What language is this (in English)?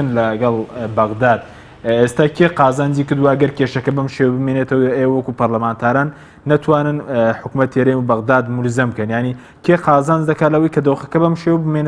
Central Kurdish